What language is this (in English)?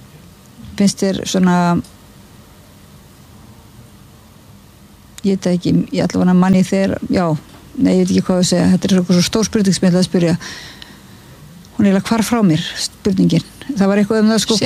Icelandic